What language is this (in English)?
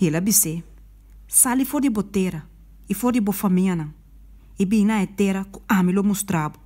Papiamento